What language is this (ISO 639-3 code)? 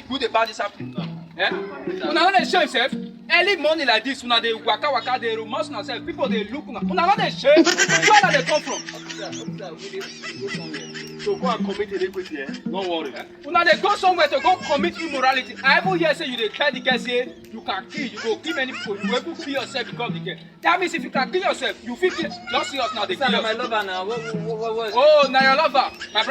pcm